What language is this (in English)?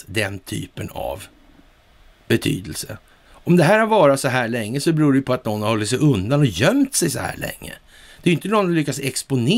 Swedish